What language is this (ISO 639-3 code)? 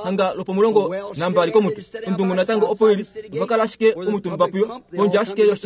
kua